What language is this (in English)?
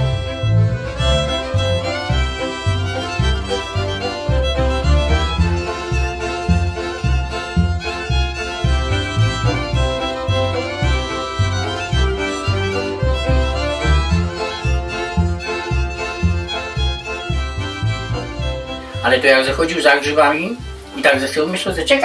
Polish